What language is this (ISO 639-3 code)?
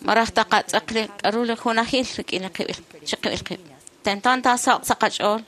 kek